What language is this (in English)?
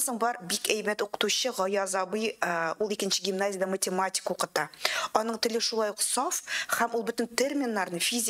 Tatar